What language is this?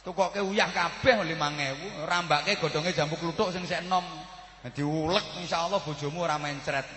Javanese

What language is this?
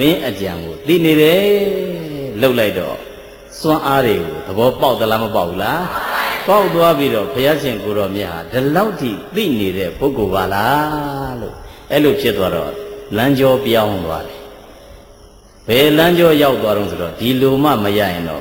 Burmese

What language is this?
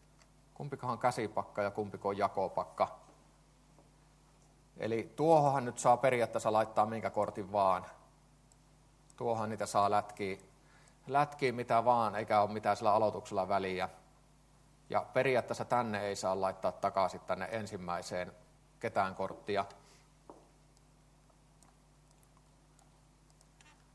Finnish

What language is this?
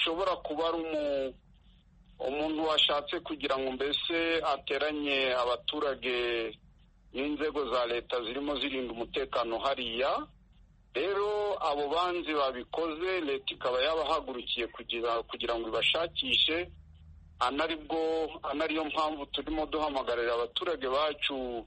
Kinyarwanda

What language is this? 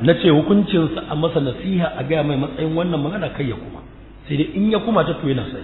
Hausa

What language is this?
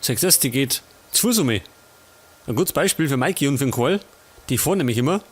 Bavarian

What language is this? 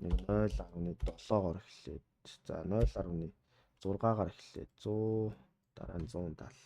Mongolian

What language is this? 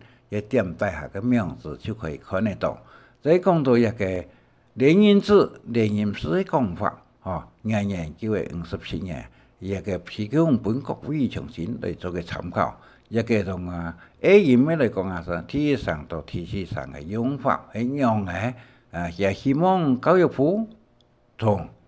Hakka Chinese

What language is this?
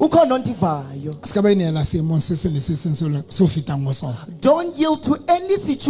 Southern Sotho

